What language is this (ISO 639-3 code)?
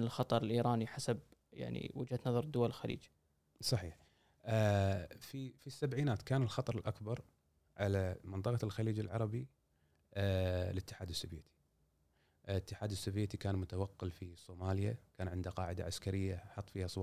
afb